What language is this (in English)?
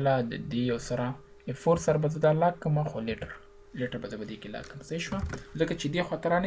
Pashto